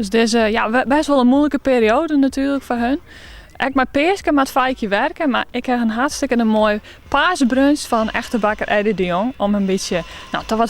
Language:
Western Frisian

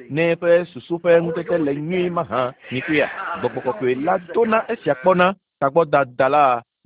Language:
Ewe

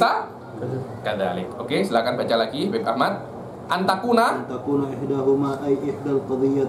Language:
Indonesian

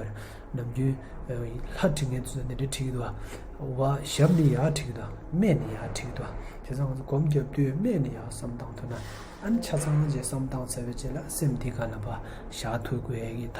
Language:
Tibetan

